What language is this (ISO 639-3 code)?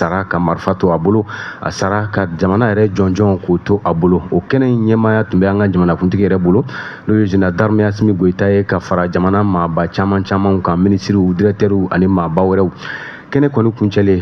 bam